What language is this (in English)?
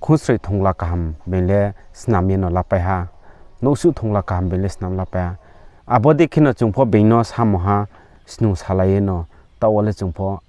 Riang (India)